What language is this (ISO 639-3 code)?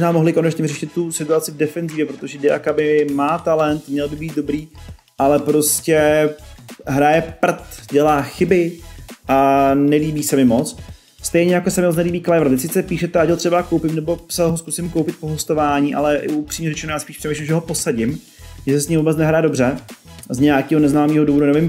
ces